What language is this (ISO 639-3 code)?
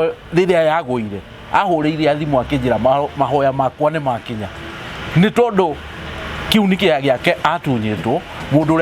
kik